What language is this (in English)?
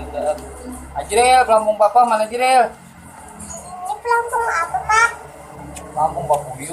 Banjar